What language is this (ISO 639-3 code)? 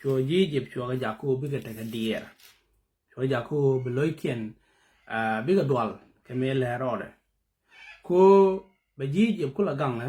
nus